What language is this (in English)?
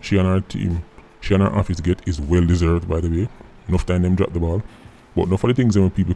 Jamaican Creole English